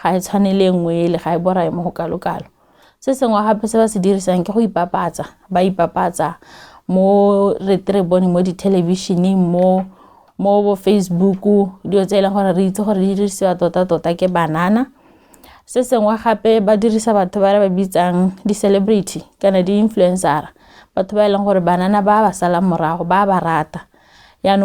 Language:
Tswana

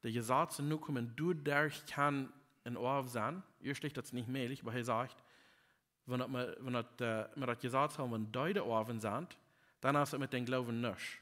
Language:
Plautdietsch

